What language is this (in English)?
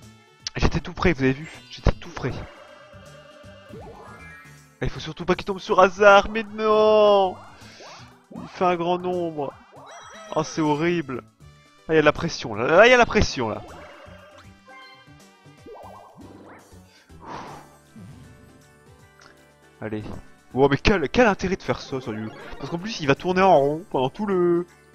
French